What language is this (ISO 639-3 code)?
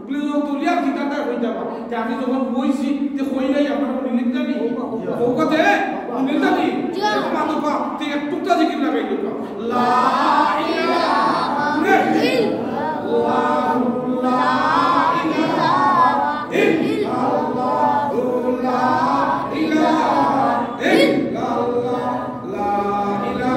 syl